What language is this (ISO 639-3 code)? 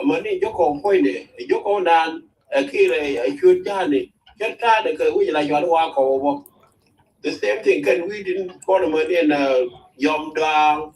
nus